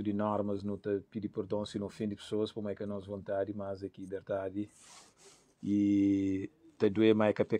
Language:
Kabuverdianu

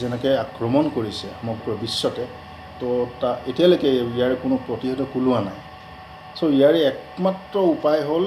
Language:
Assamese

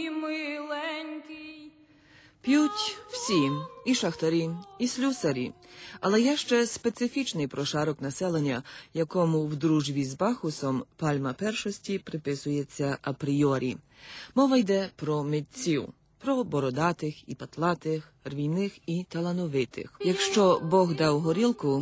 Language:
Ukrainian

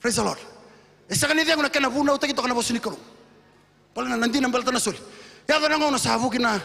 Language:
Fijian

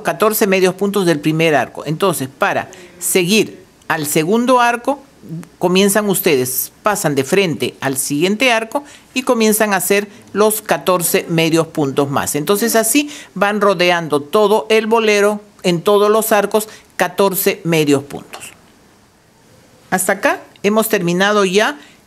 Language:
Spanish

